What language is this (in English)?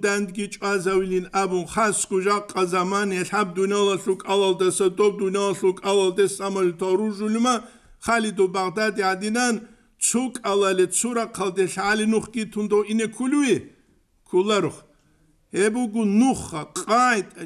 Avaric